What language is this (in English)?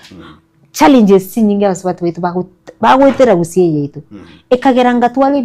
Gusii